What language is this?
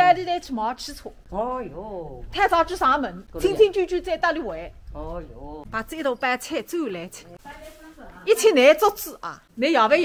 Wu Chinese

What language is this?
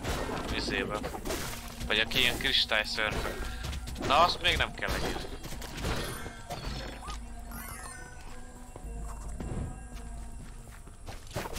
Hungarian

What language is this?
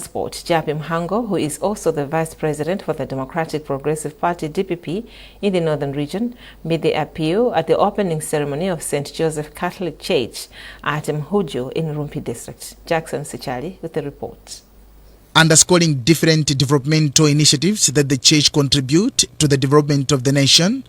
English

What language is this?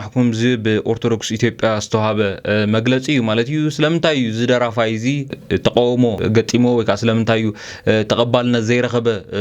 Tigrinya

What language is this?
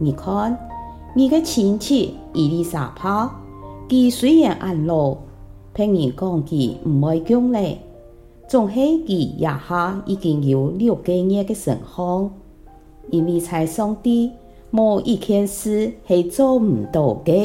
Hakka Chinese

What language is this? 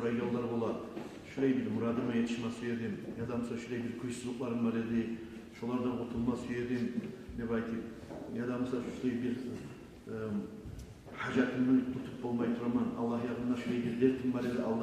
Kumyk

